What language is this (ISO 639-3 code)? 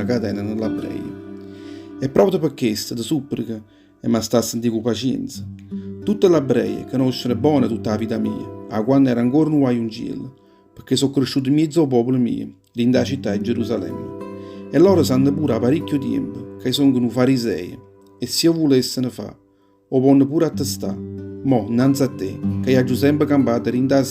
nap